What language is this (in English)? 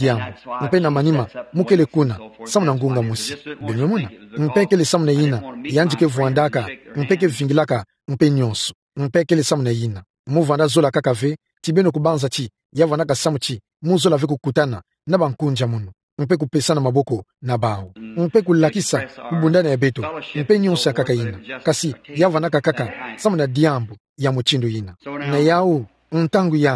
Kituba (Democratic Republic of Congo)